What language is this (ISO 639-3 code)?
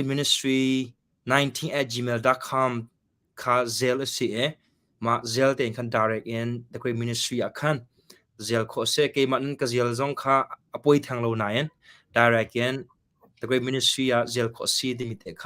cnh